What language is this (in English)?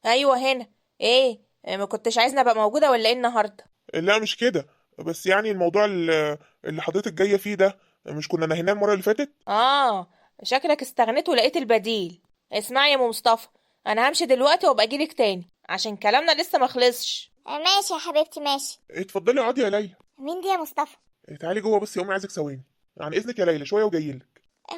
Egyptian Arabic